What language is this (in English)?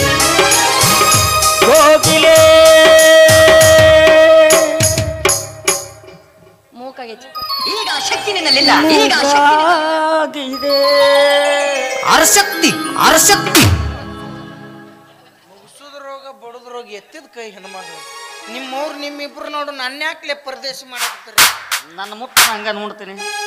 Kannada